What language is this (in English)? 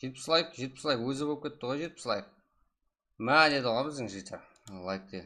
Kara-Kalpak